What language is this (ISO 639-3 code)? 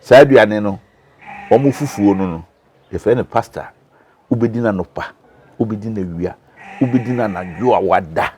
aka